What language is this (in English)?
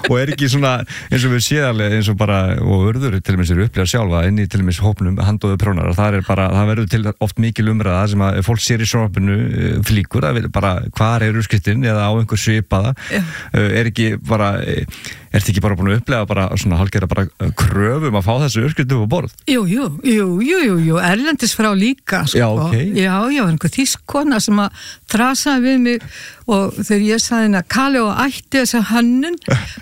Icelandic